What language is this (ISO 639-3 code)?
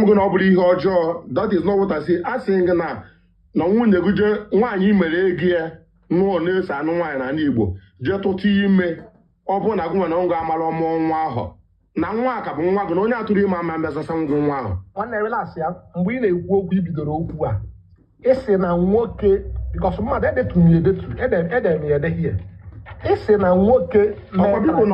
ibo